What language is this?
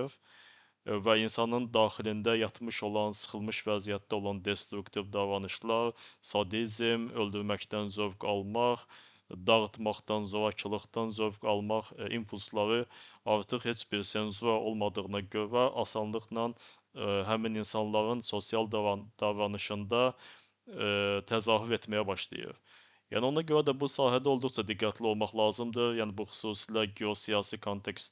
Azerbaijani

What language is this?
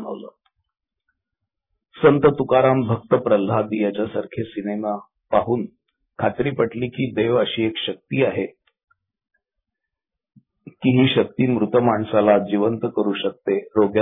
Marathi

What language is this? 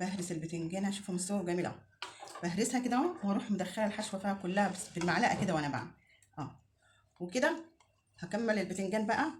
Egyptian Arabic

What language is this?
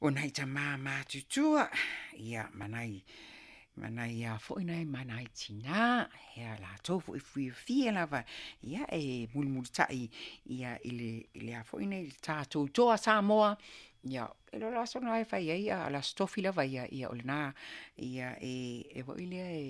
Samoan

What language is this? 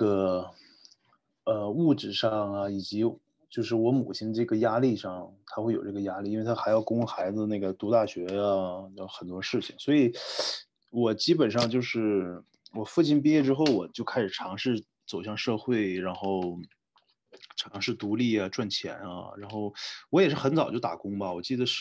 Chinese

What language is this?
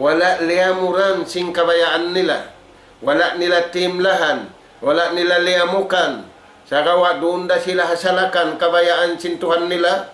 Tausug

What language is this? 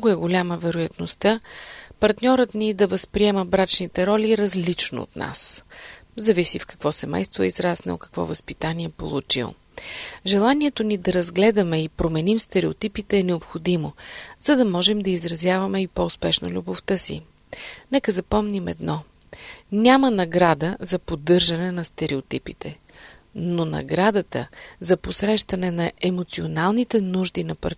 Bulgarian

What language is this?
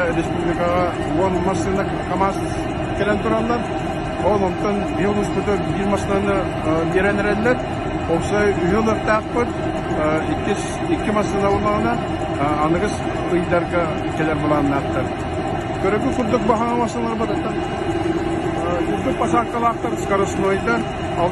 Yakut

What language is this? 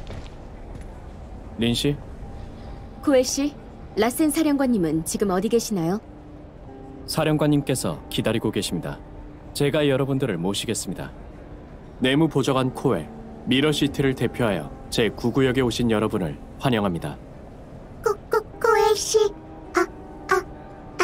Korean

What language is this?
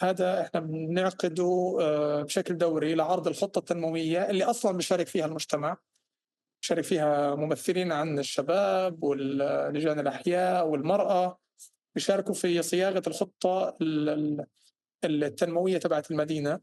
North Levantine Arabic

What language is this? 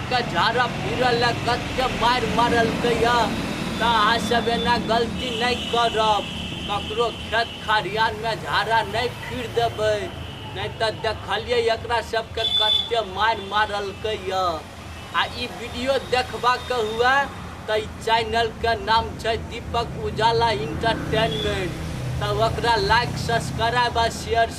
Maithili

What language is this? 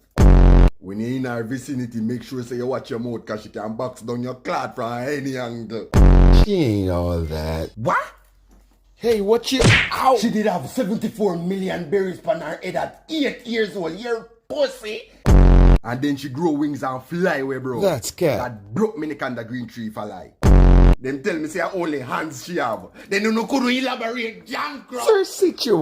Jamaican Creole English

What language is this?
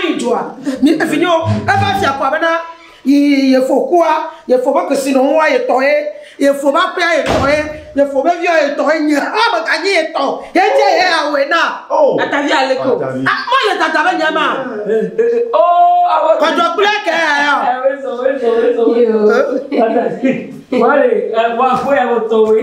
Ewe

